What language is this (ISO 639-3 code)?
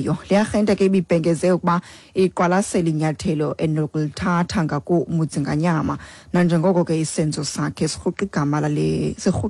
xho